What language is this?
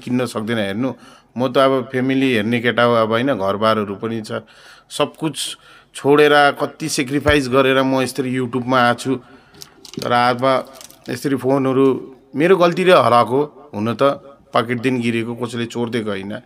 Nepali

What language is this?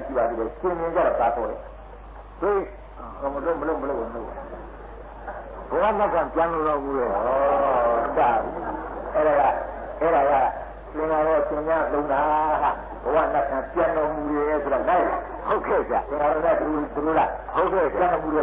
Burmese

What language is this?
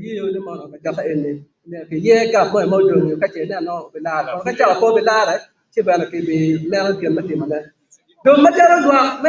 Acoli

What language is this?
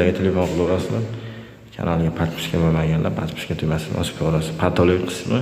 Uzbek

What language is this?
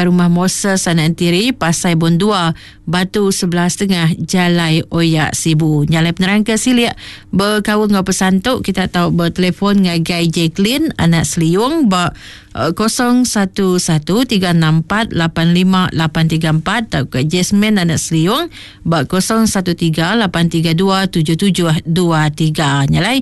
Iban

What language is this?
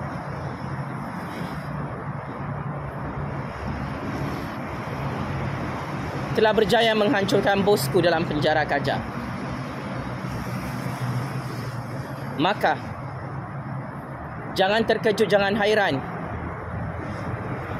Malay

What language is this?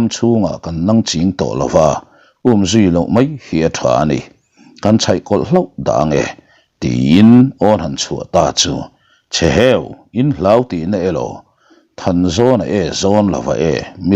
Mizo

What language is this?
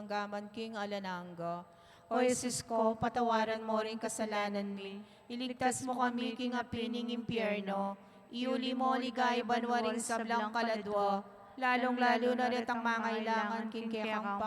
Pampanga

